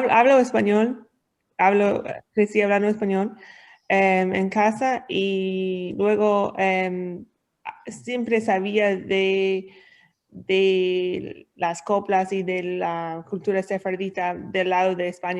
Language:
Ladino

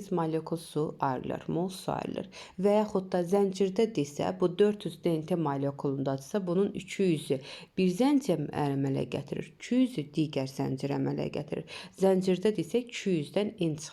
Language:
Azerbaijani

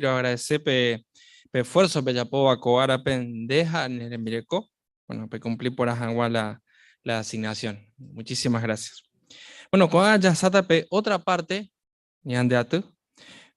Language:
Guarani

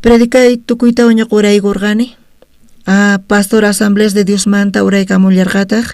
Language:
South Bolivian Quechua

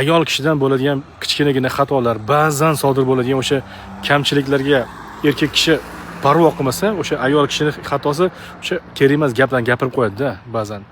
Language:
Uzbek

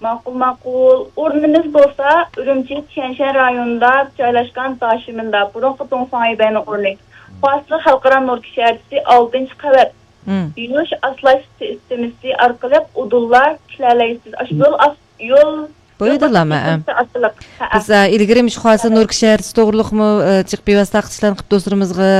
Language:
Uyghur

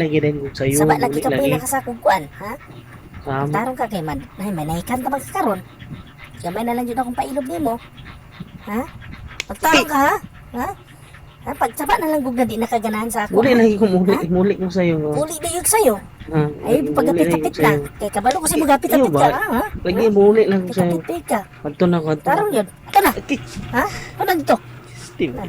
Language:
Cebuano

